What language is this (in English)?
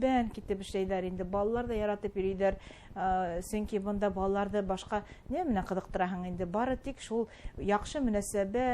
Bashkir